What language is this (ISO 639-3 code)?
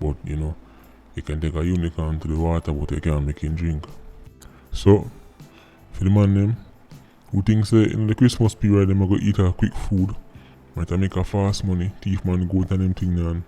jam